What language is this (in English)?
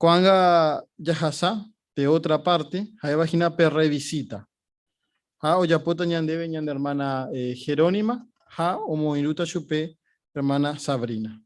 Guarani